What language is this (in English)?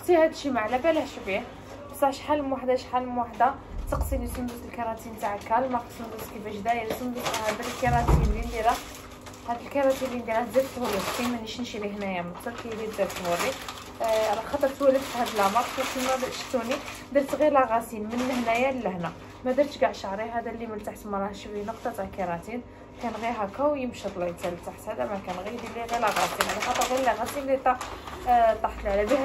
Algerian Arabic